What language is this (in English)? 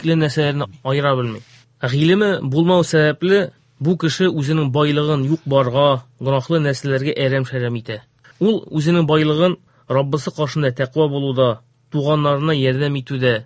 Tatar